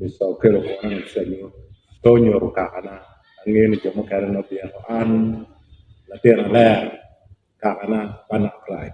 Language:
Acoli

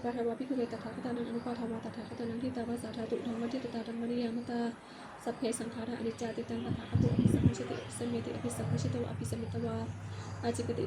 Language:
Pali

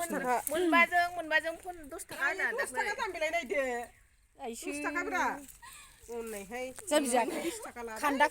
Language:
Bodo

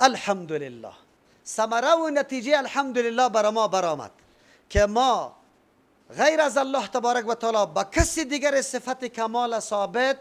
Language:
Persian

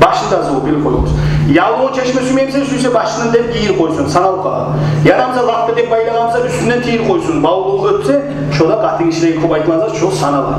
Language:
Kumyk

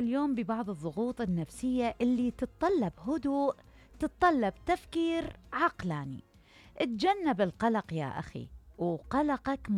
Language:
Mesopotamian Arabic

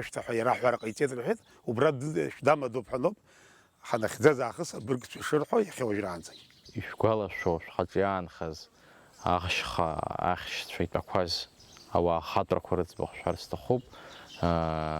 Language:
Abkhazian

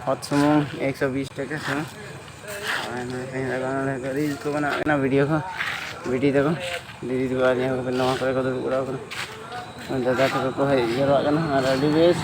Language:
Santali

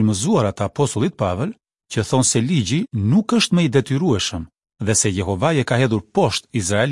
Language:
Albanian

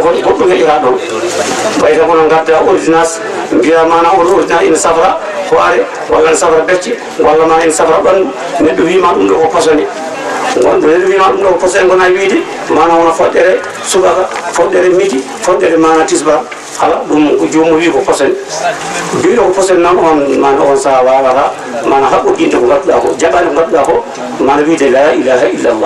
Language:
Fula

